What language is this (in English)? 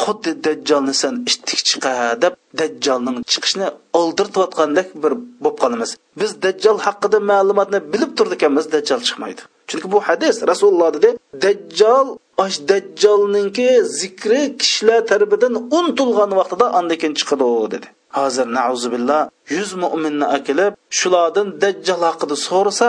Uyghur